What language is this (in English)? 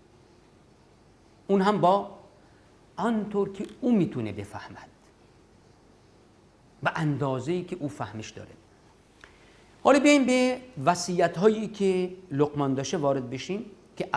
Persian